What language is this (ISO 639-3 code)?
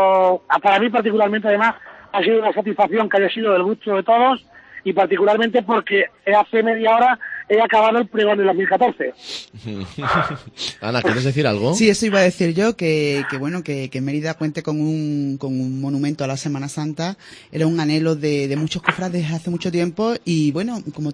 spa